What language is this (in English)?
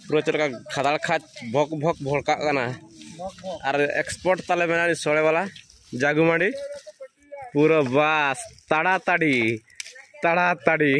Santali